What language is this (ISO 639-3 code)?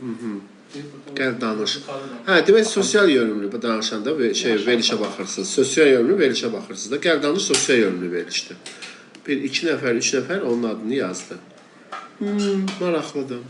aze